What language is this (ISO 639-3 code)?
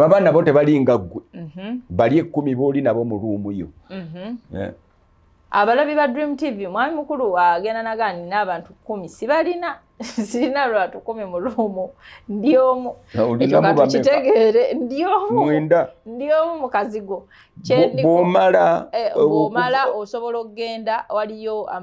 lug